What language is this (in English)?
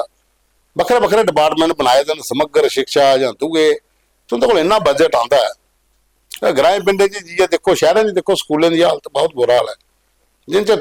Dogri